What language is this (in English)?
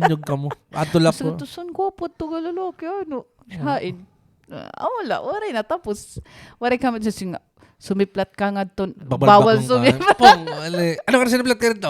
Waray